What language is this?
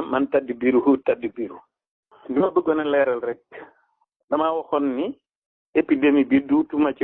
Wolof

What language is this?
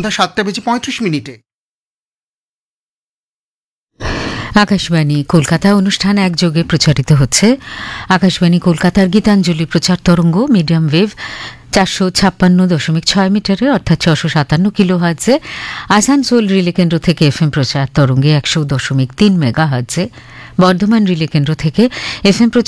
Bangla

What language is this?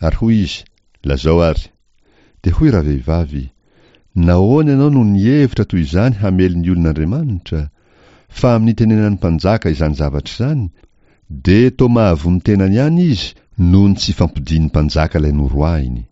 Malagasy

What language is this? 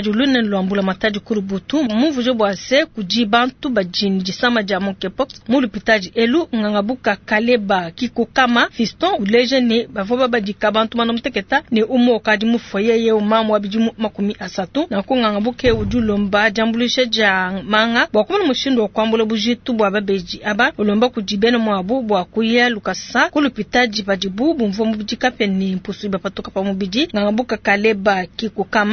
Luba-Lulua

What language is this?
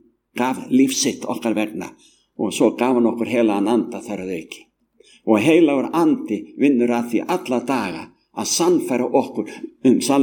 Icelandic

